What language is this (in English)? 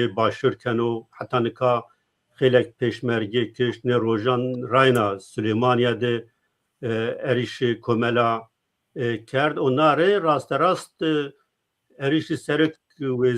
Zaza